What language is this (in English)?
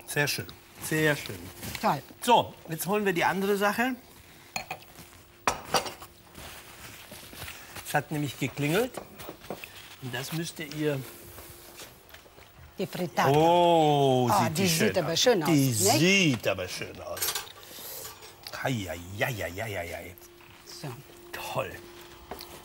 German